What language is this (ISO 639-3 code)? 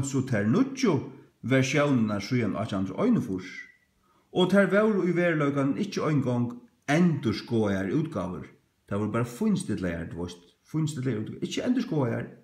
fao